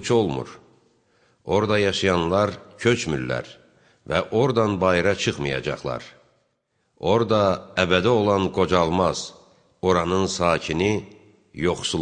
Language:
Azerbaijani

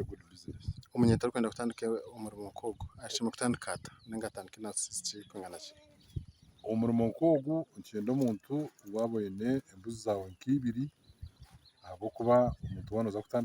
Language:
Nyankole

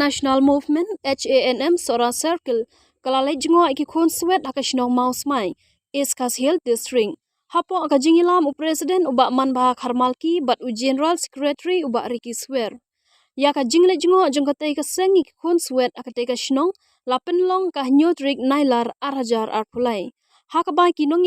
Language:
Khasi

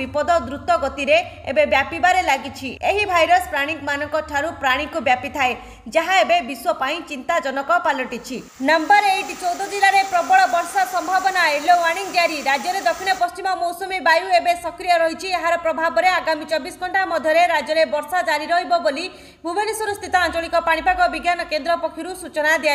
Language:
Odia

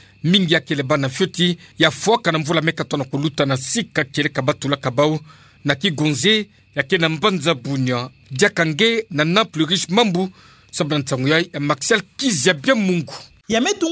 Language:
Kituba (Democratic Republic of Congo)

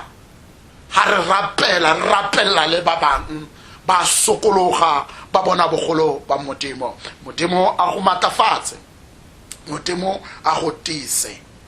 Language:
Tswana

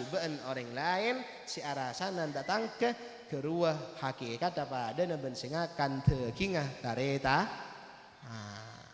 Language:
Madurese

